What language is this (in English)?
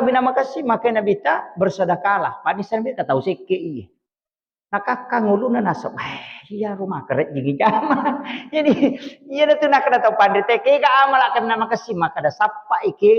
Buginese